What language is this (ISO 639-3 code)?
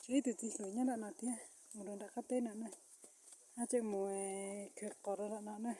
hmn